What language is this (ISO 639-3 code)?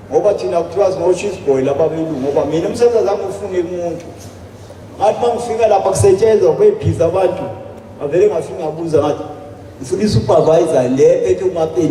zul